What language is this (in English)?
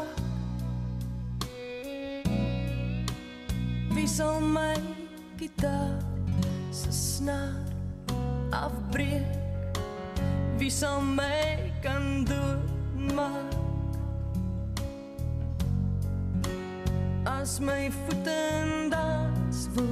Afrikaans